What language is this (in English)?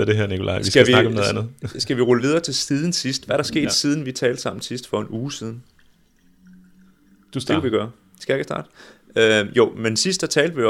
Danish